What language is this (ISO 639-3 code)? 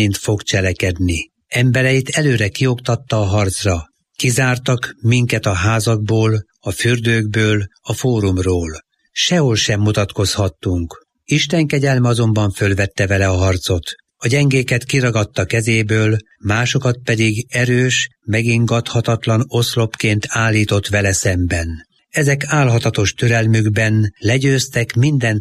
hun